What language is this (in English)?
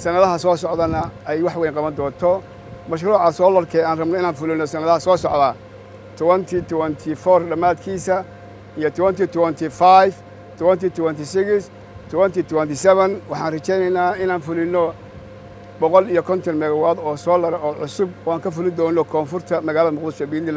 Somali